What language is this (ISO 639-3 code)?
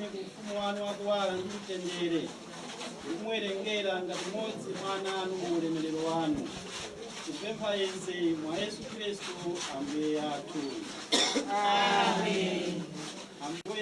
nya